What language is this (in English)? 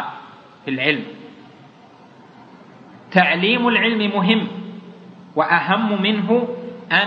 Arabic